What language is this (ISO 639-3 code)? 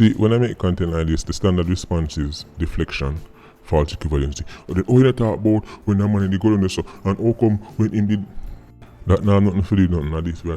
jam